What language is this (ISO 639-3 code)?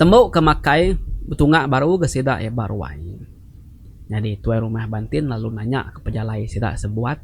iba